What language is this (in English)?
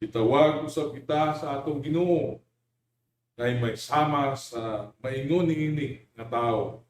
Cebuano